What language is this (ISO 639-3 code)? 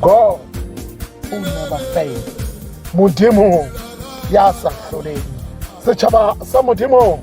tsn